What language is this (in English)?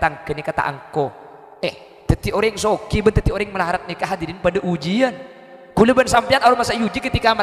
Madurese